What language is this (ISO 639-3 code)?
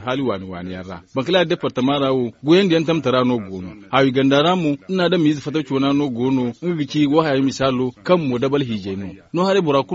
dje